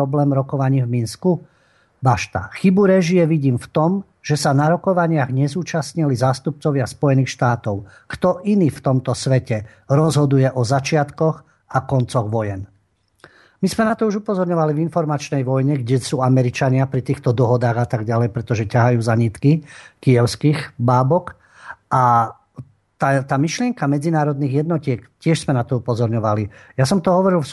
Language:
Slovak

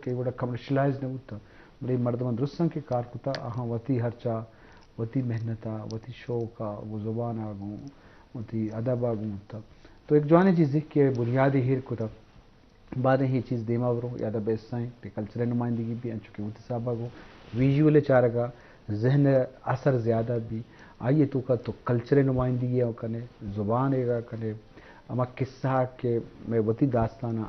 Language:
Baluchi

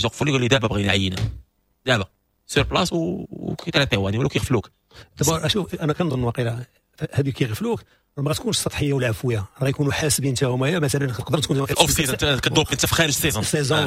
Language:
Moroccan Arabic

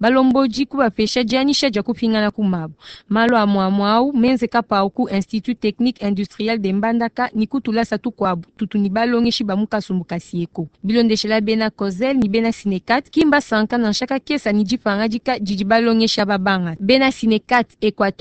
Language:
Luba-Lulua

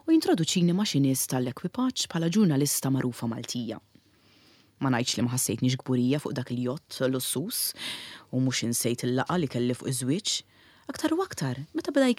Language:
Maltese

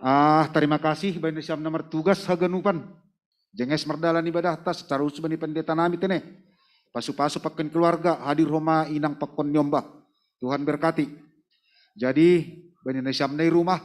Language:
Batak Simalungun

